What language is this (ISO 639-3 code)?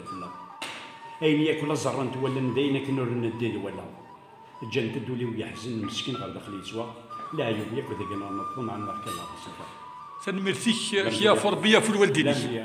kab